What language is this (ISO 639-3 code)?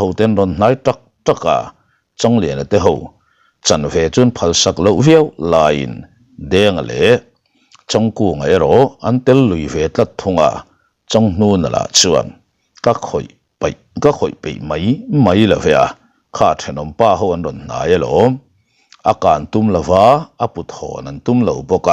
lus